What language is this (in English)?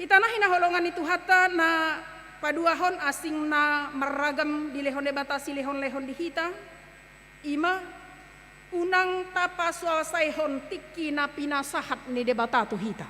Batak Toba